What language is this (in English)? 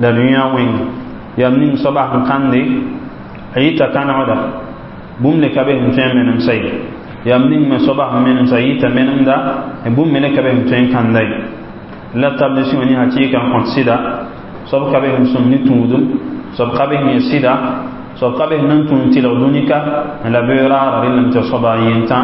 Mossi